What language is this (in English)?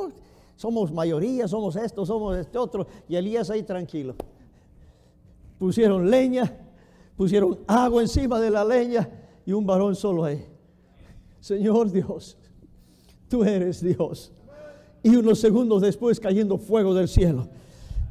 Spanish